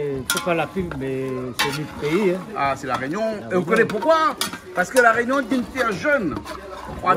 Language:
Réunion Creole French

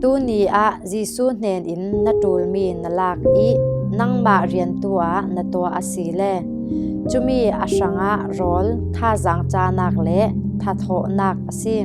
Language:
Falam Chin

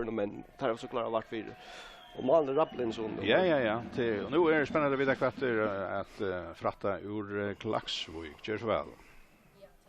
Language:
Faroese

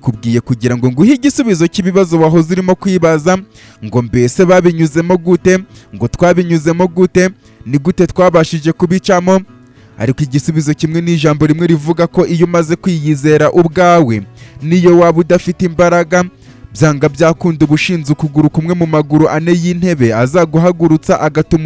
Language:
Kinyarwanda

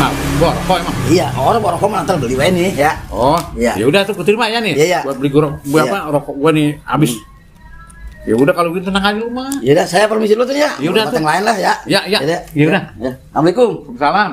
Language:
Betawi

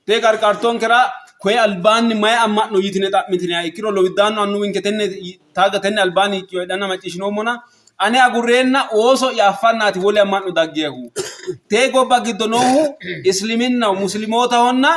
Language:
Sidamo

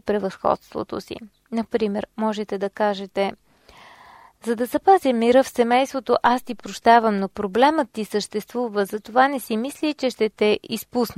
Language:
Bulgarian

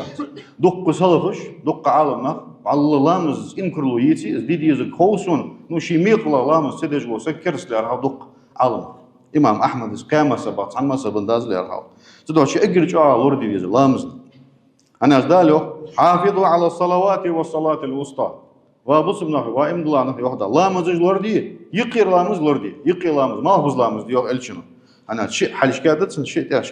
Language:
Ingush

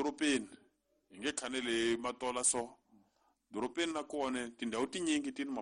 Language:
Tsonga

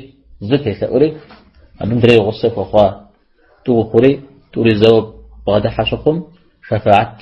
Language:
Kabardian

